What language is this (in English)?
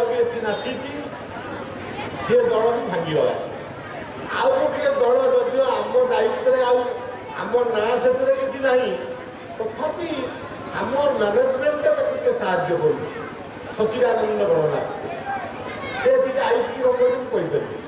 Odia